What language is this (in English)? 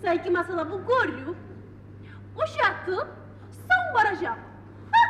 Kumyk